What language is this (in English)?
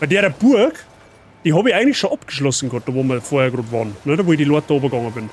Bavarian